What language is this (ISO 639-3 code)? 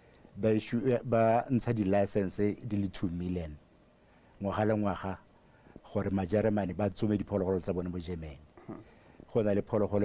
tsn